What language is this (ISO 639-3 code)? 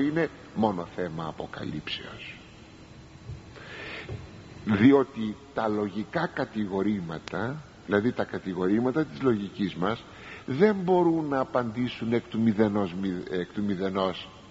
ell